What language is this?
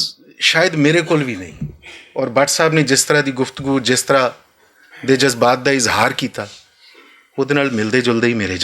Western Panjabi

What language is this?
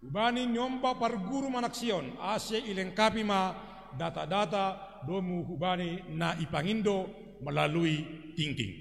Batak Simalungun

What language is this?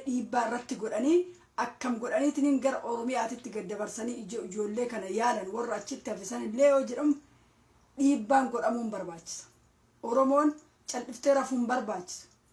Oromo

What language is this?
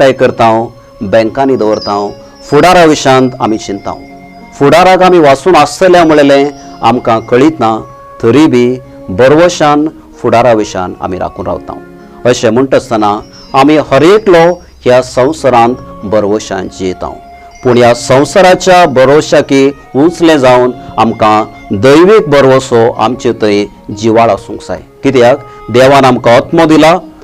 Konkani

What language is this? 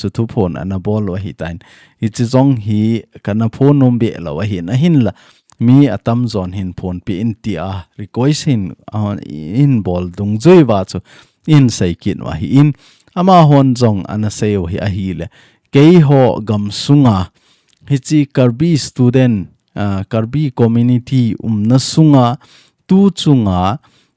Thado Chin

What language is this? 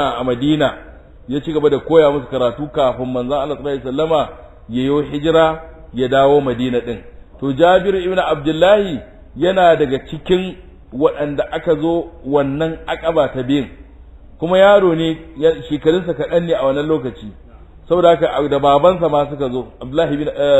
Hausa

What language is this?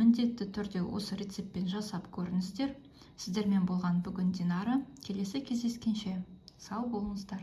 Kazakh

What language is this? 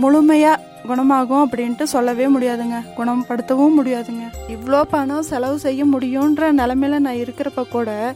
Tamil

